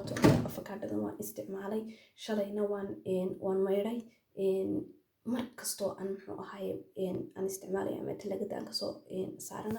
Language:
Somali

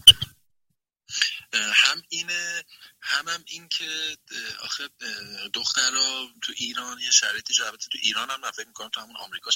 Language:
Persian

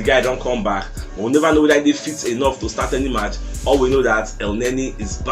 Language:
Nigerian Pidgin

